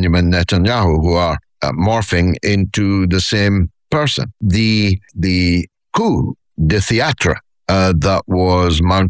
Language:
English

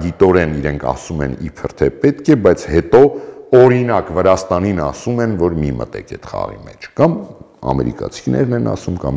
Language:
Armenian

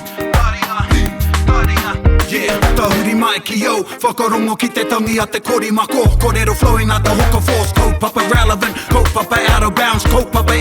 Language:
Māori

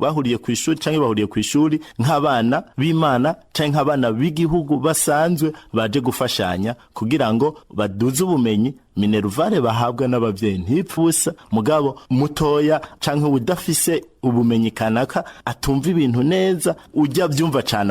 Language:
Rundi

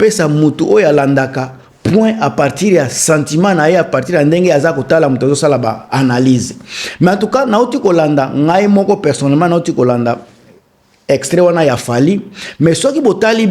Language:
Lingala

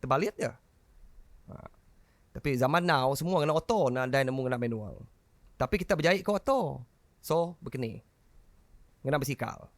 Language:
Iban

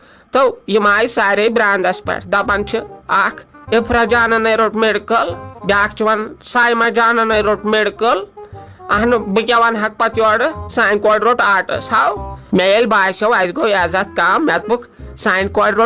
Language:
Kashmiri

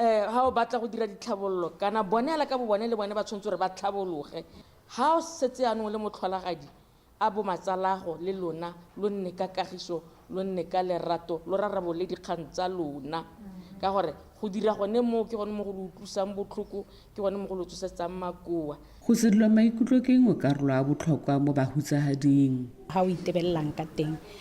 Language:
Tswana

